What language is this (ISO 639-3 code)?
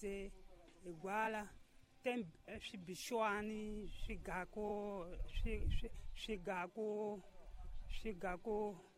tso